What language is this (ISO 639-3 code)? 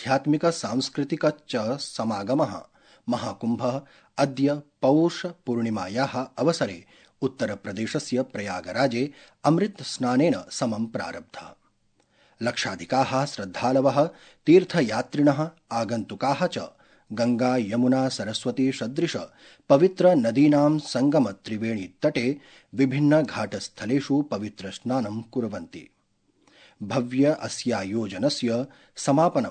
san